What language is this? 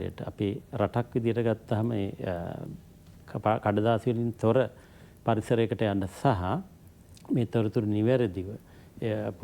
Sinhala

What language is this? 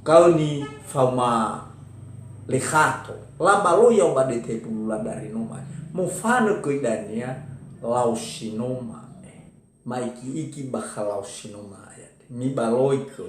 Nias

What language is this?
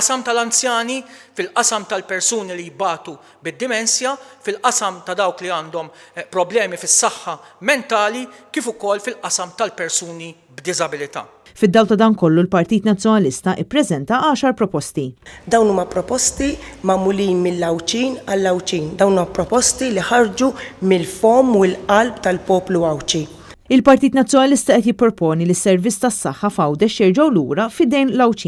Maltese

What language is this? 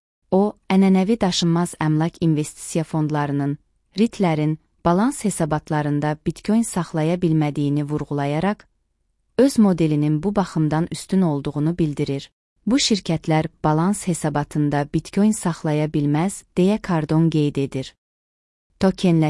Azerbaijani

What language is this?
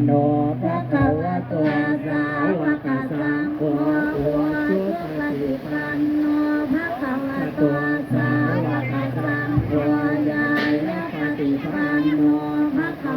Pali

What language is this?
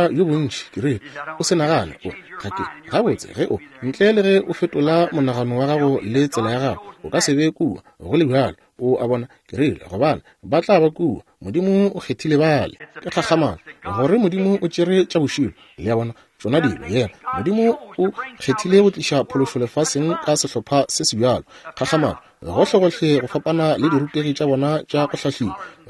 Northern Sotho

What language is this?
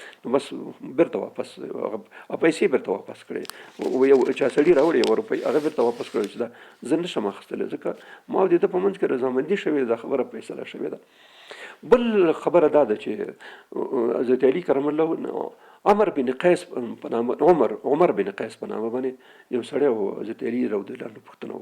Pashto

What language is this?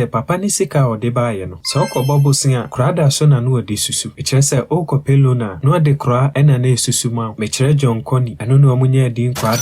Akan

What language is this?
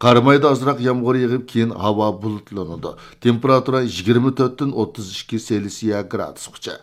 Uyghur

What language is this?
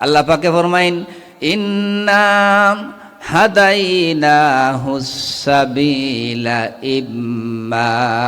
Sylheti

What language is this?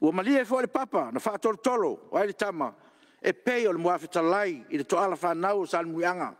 Samoan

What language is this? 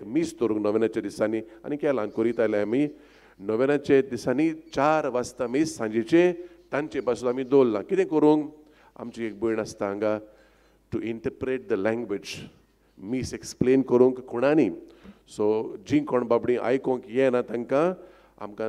Konkani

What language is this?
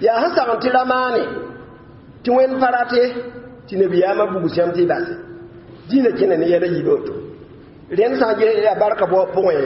Mossi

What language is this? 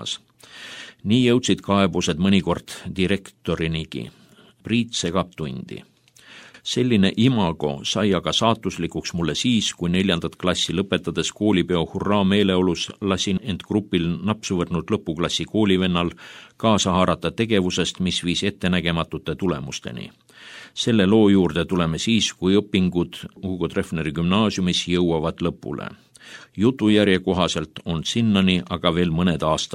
Estonian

